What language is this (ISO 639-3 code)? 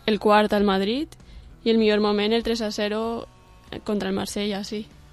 cat